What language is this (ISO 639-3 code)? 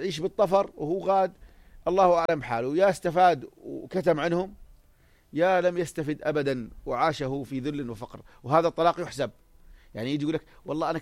apc